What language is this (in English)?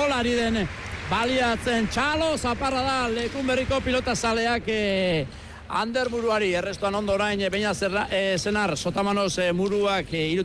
Basque